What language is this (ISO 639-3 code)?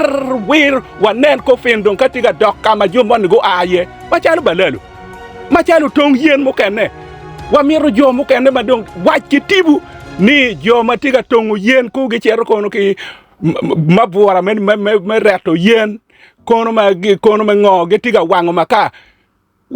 ach